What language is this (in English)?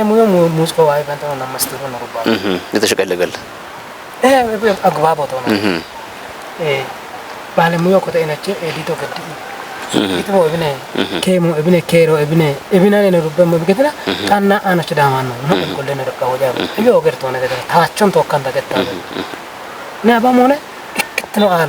Kafa